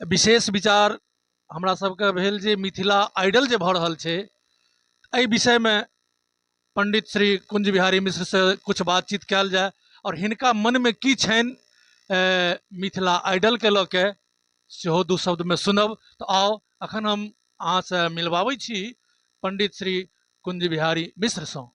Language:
Maithili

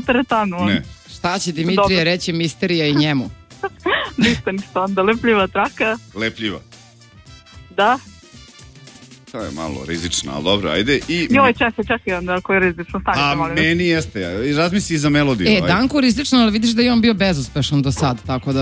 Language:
Serbian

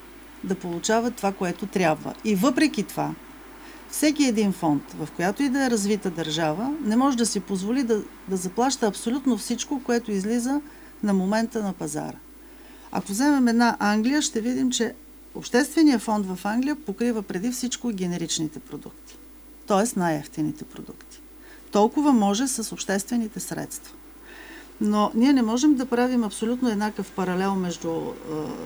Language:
Bulgarian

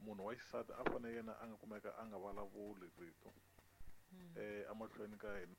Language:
Tsonga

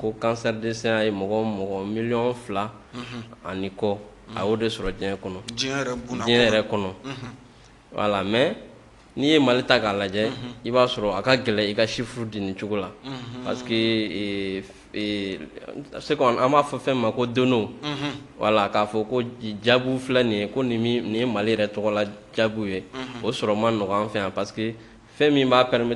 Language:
Bambara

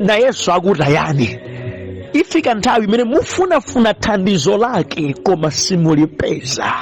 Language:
Nyanja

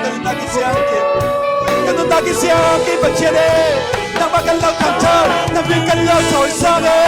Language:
Falam Chin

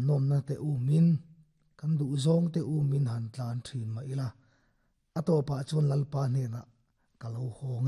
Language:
Mizo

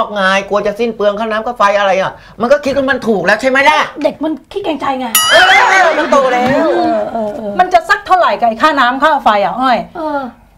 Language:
Thai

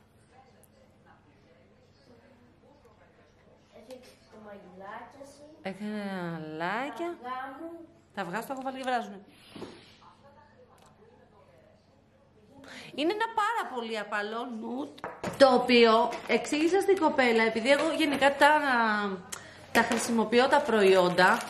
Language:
Greek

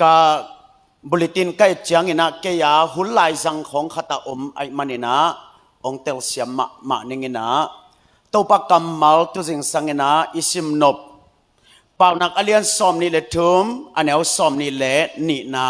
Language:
Tedim Chin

